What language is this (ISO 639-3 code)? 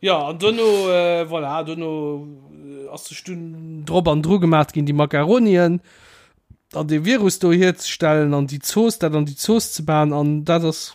ltz